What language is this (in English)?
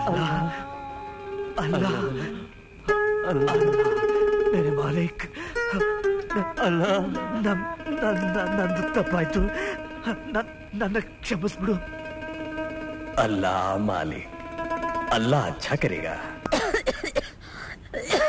Kannada